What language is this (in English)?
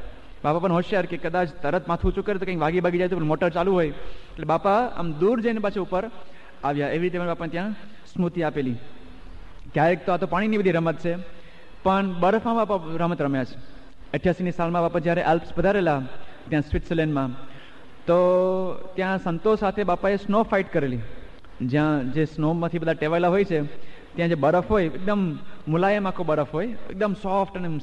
Gujarati